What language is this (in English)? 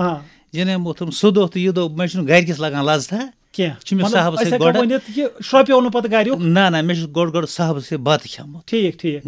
Kashmiri